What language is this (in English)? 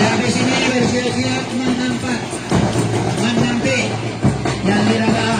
Minangkabau